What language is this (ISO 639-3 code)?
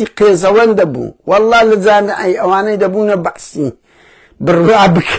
ckb